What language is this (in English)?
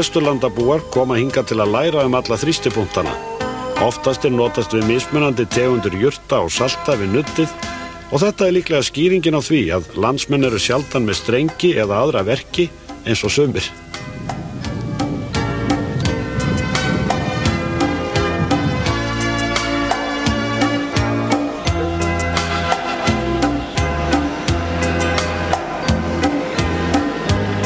Icelandic